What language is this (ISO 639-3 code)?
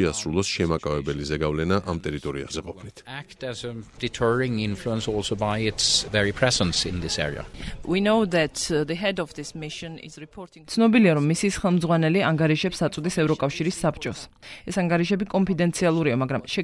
kat